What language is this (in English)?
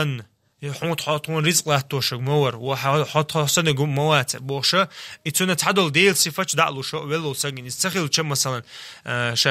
Chechen